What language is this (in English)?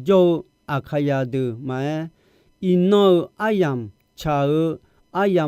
Akha